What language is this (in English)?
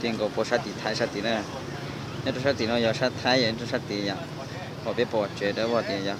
Hmong